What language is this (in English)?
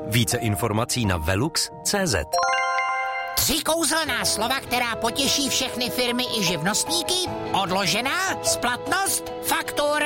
Czech